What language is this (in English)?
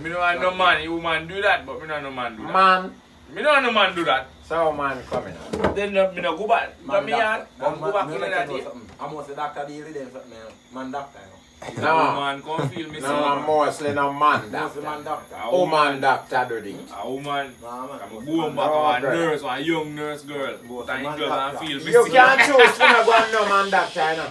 Jamaican Creole English